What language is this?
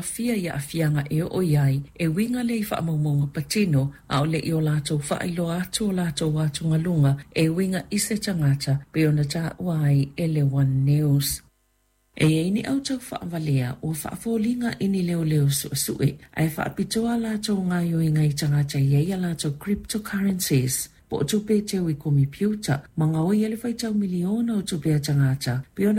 Samoan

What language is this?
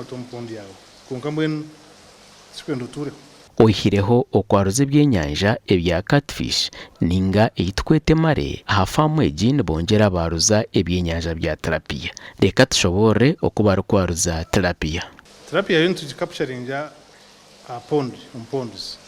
Nyankole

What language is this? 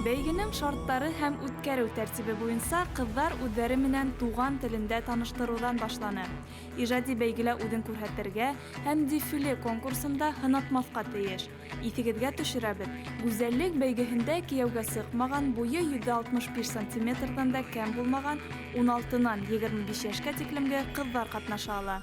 Bashkir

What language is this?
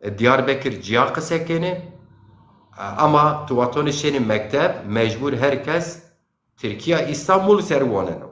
Zaza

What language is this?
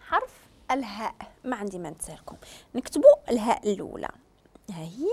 Moroccan Arabic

